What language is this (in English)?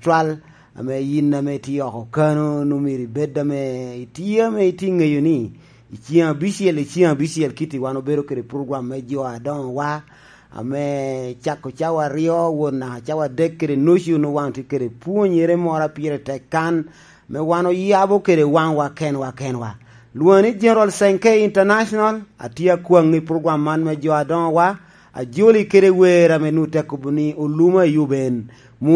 Lango (Uganda)